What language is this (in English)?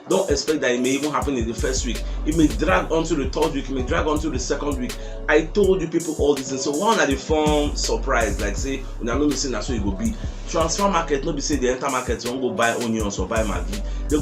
Nigerian Pidgin